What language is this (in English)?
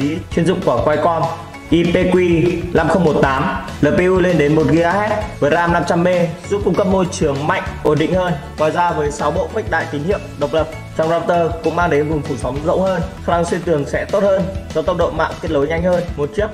Vietnamese